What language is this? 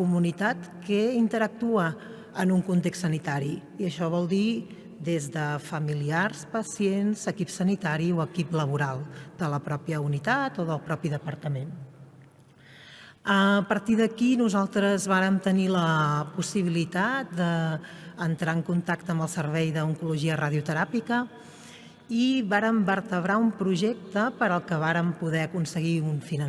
Catalan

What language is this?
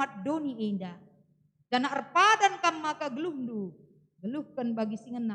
Batak Karo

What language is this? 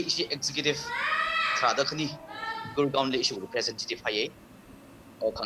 Tangkhul Naga (India)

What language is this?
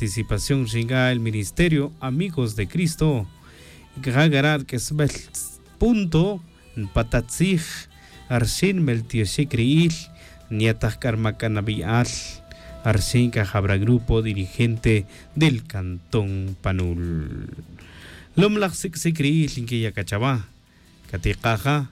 Tz'utujil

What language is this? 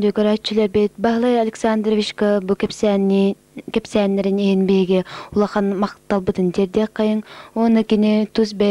Yakut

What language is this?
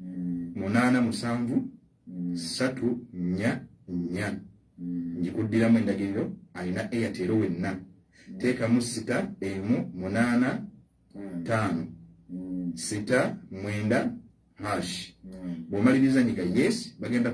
Ganda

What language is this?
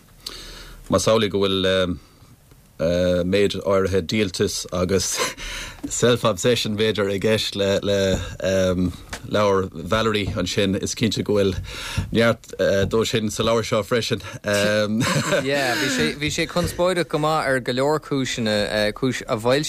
Irish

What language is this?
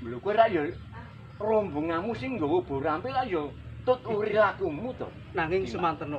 Javanese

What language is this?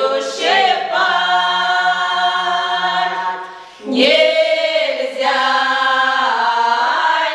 Russian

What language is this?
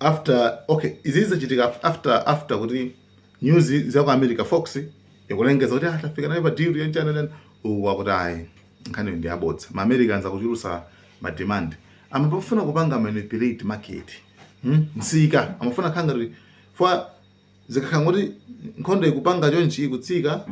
Nyanja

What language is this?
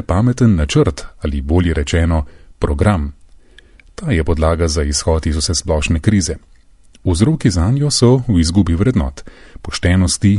Slovenian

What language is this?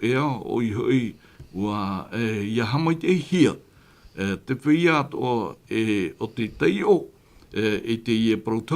Tahitian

